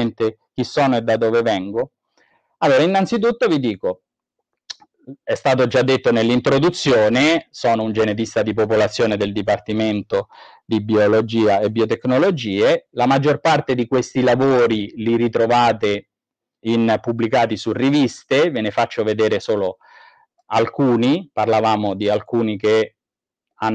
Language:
Italian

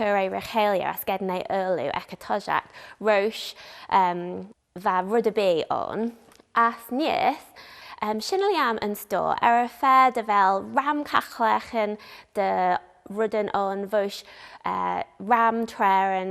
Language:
Manx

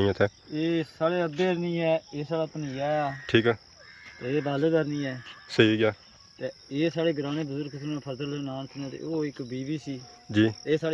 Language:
Pahari-Potwari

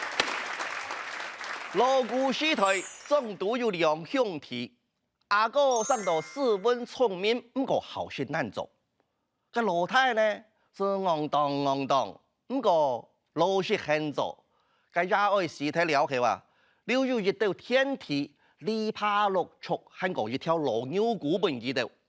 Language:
Hakka Chinese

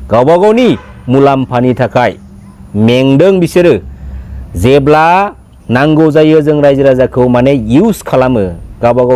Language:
Bodo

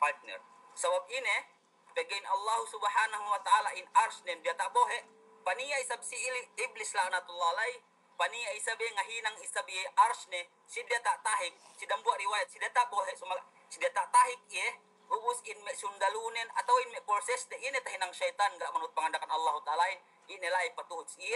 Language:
Yakan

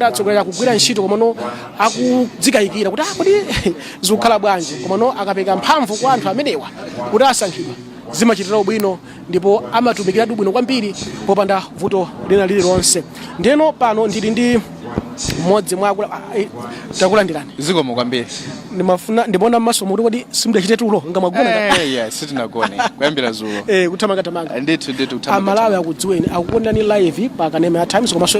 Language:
Nyanja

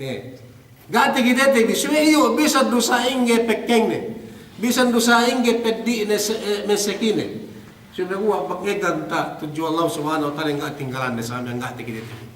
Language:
Yakan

